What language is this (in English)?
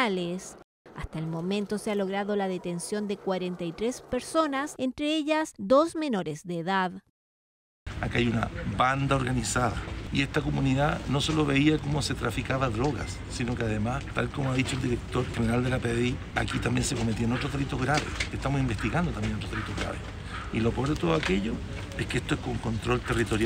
Spanish